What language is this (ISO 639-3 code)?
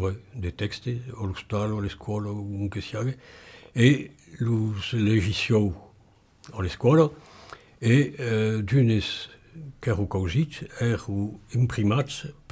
oci